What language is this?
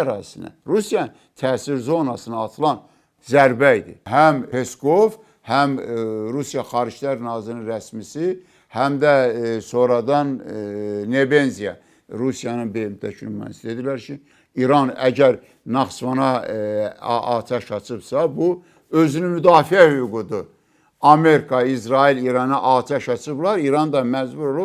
Azerbaijani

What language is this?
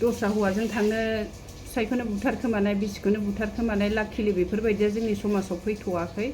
Bodo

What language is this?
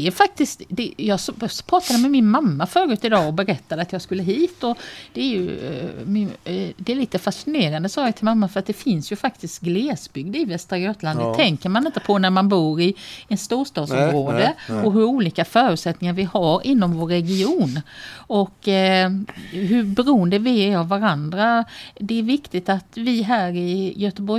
Swedish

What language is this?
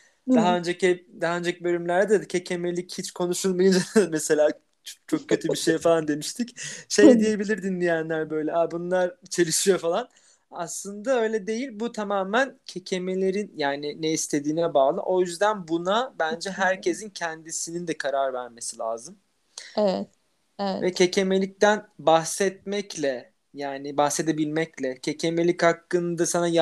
Turkish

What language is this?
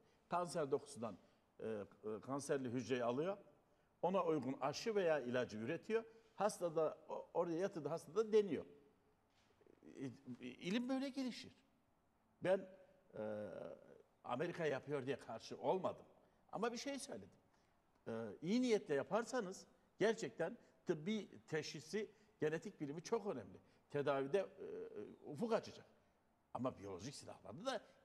Turkish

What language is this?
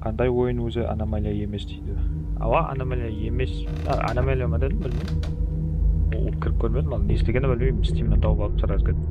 Kara-Kalpak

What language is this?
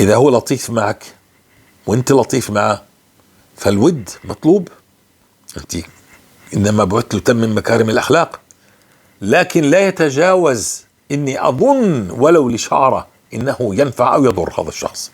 North Levantine Arabic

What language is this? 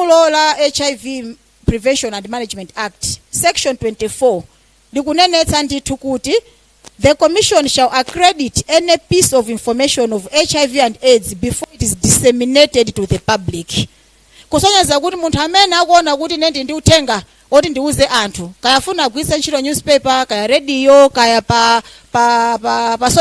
Nyanja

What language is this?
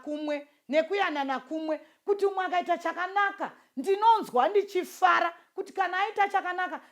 Shona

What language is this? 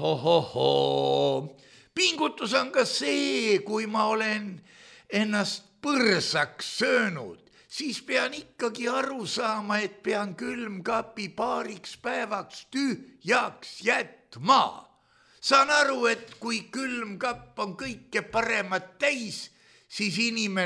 Estonian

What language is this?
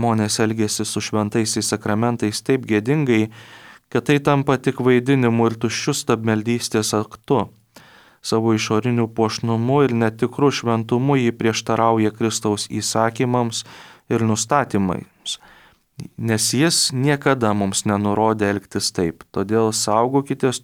Lithuanian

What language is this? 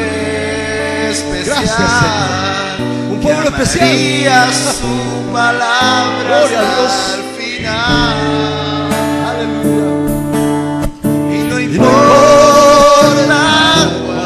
Spanish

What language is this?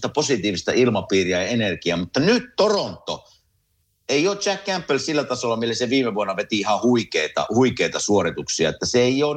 Finnish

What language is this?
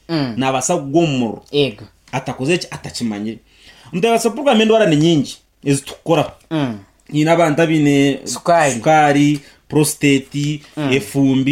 Nyankole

